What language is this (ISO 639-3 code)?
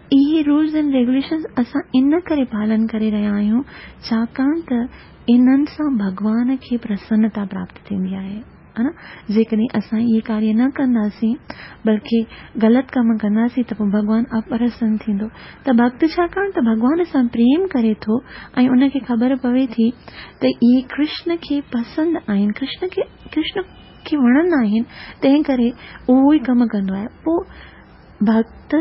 snd